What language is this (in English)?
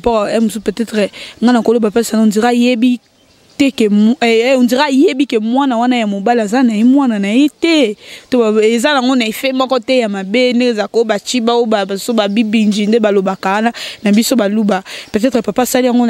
Lingala